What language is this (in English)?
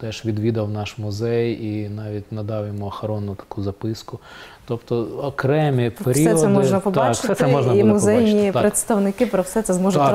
Ukrainian